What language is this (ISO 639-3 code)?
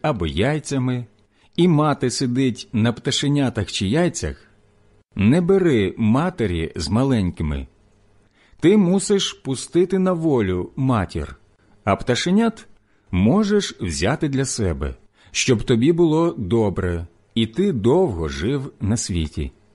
ukr